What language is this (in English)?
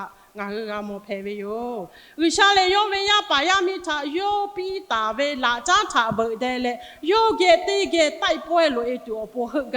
Lahu